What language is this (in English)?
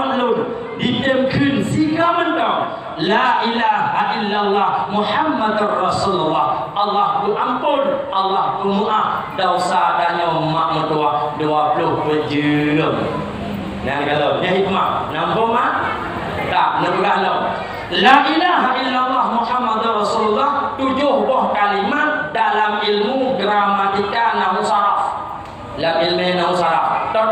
Achinese